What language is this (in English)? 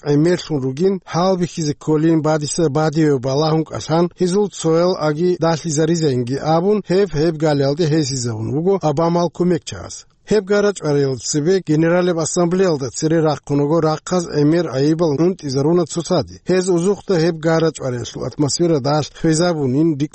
Avaric